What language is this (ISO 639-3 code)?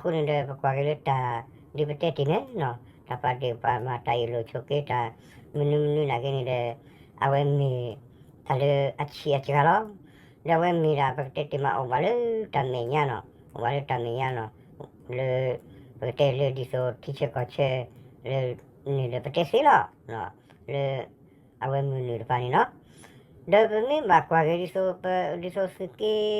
ksw